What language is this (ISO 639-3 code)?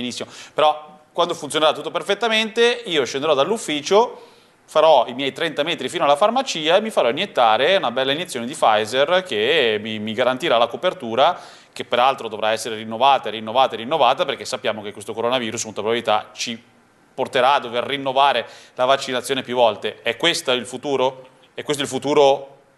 ita